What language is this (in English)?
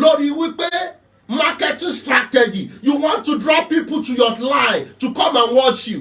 Yoruba